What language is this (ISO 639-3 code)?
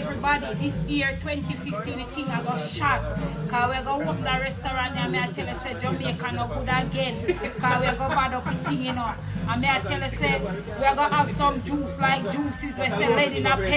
jam